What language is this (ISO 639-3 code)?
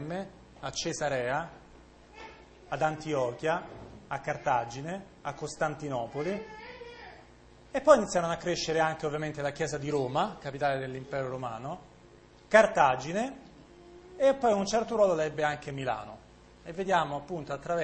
ita